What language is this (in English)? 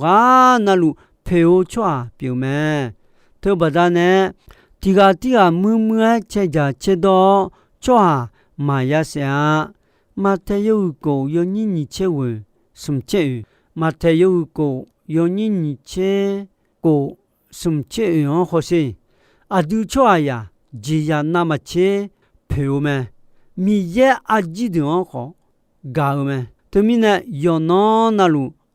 Akha